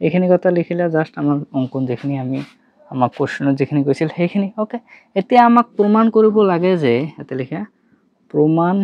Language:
Assamese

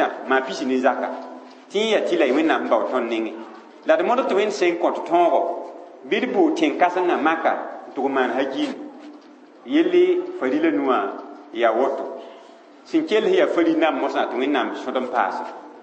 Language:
Mossi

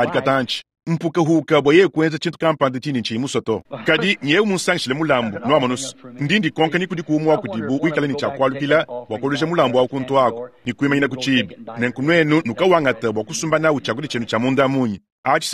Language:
Luba-Lulua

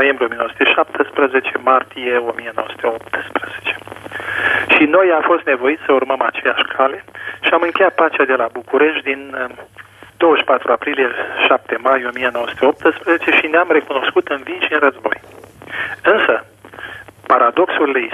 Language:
Romanian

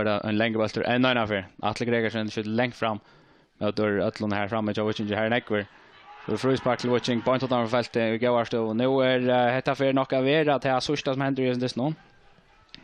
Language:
Faroese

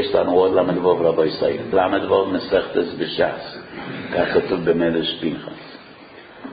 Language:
Hebrew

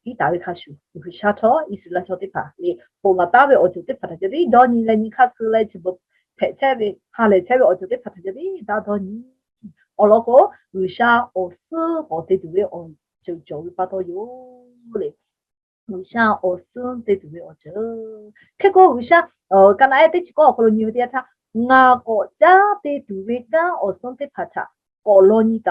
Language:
Lahu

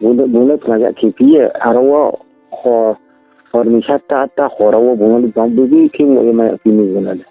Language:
Riang (India)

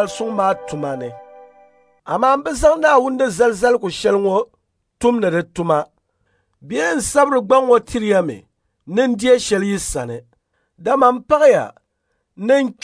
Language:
Dagbani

